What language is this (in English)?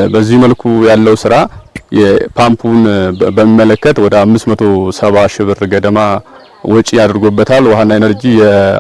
Amharic